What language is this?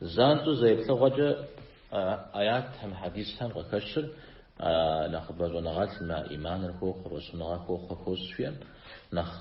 Kabardian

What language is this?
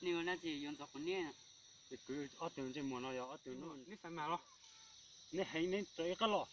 Hmong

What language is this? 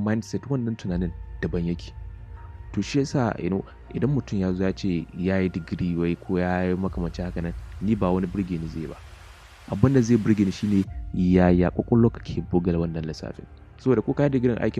Hausa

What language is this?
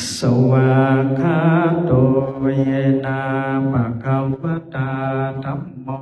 Pali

